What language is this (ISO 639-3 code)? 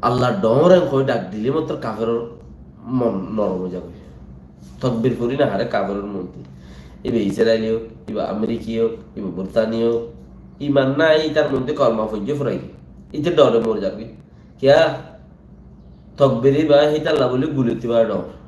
rhg